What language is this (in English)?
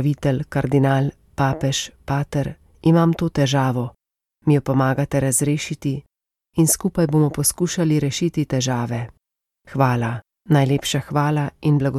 Slovenian